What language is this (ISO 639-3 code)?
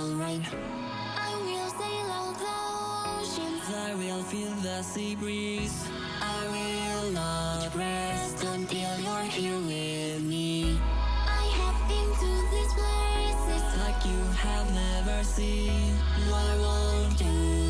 eng